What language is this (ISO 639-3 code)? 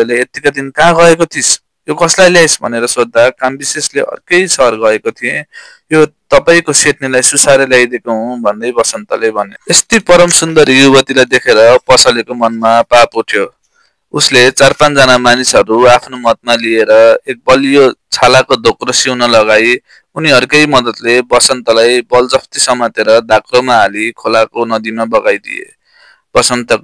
nep